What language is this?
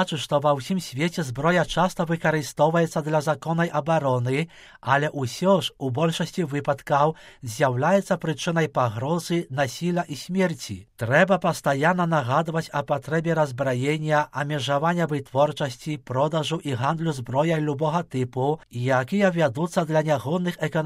Belarusian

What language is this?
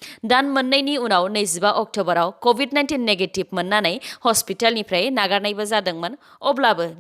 Bodo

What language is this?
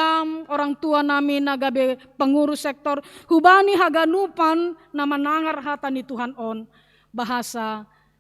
Batak Simalungun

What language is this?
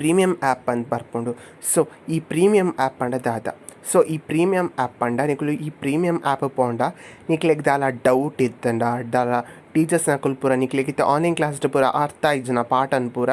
Tulu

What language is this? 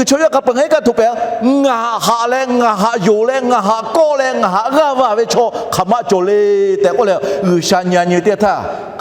Lahu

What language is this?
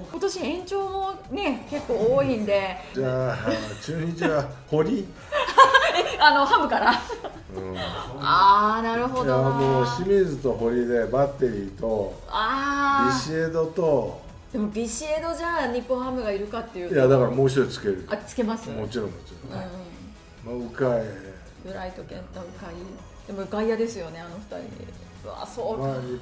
Japanese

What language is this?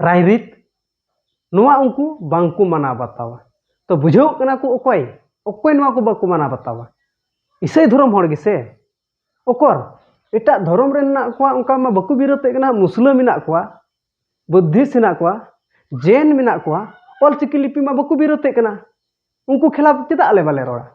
Santali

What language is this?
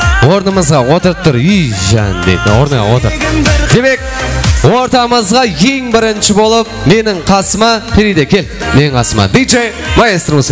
Kara-Kalpak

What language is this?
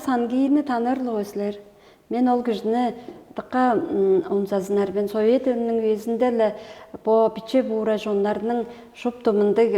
Tuvinian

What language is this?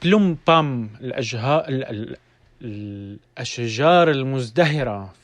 North Levantine Arabic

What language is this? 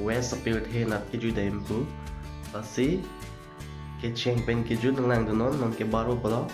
Karbi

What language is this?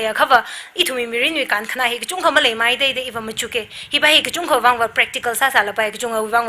Tangkhul Naga (India)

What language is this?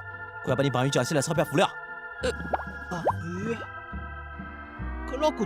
Wu Chinese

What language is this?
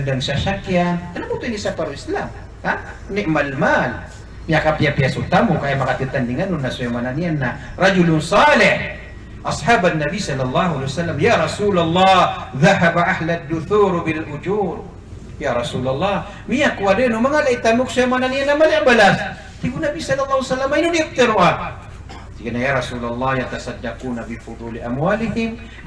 Maranao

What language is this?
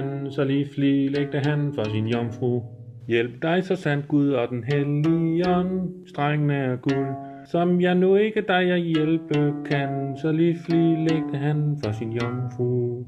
Danish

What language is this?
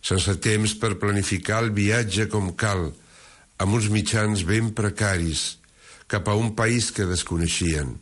Catalan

